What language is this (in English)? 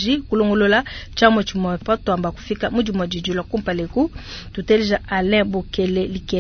Luba-Lulua